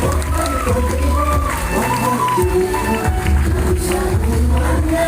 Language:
Kok Borok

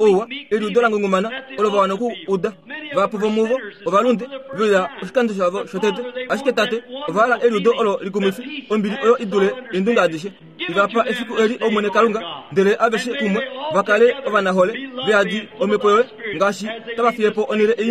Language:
Kuanyama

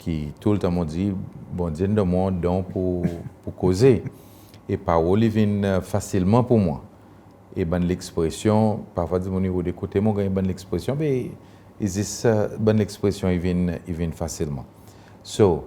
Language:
Seselwa Creole French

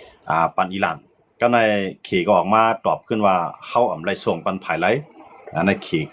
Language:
Shan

